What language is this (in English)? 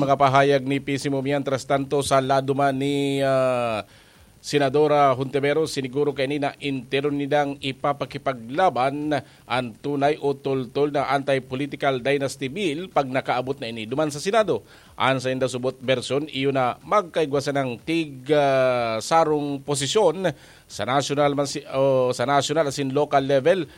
Bikol